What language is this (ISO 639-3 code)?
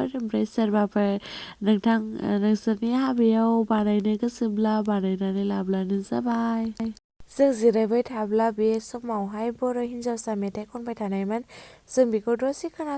brx